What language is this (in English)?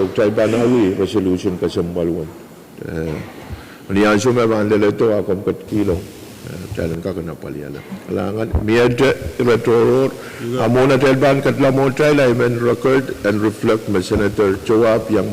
Pohnpeian